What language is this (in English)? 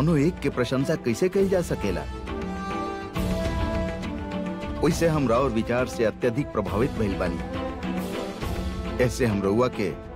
Bhojpuri